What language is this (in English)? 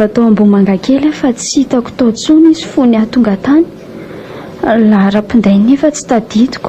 Malagasy